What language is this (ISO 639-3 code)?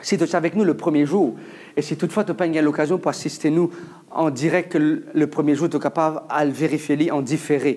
mfe